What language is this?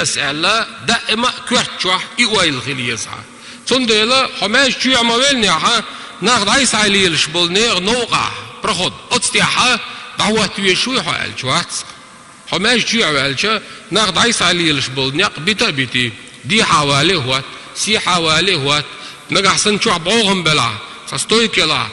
Chechen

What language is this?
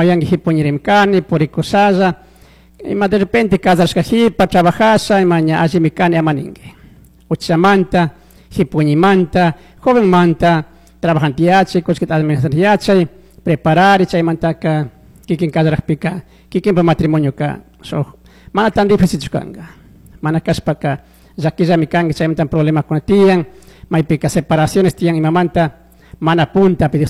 Chimborazo Highland Quichua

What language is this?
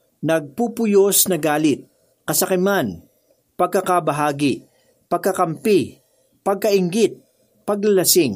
Filipino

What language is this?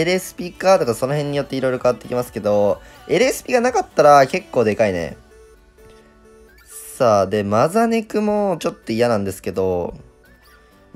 Japanese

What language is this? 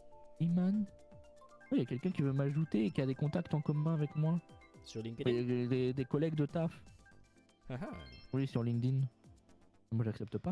French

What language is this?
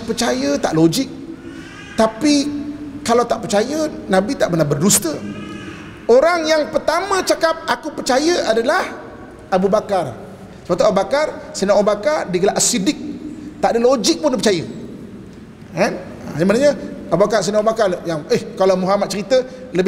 Malay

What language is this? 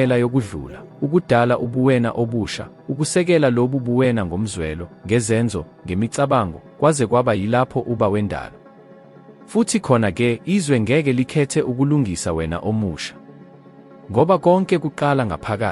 Zulu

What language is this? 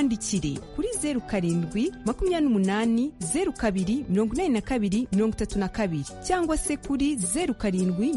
Kinyarwanda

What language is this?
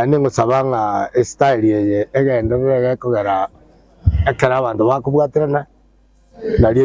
Gusii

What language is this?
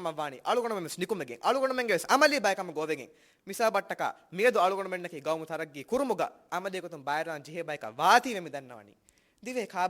Divehi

